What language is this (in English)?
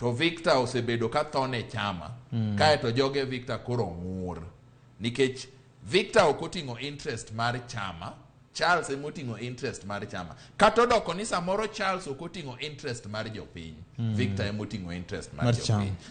Luo (Kenya and Tanzania)